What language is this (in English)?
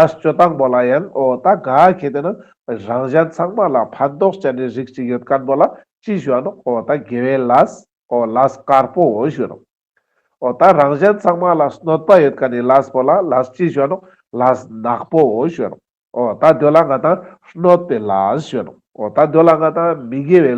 Ladakhi